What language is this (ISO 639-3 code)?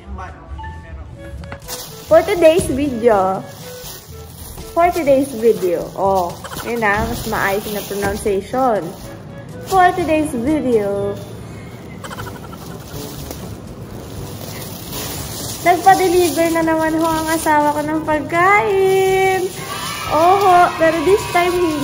fil